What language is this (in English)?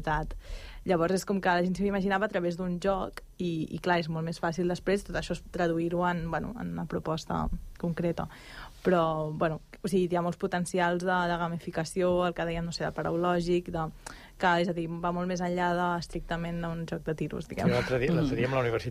Catalan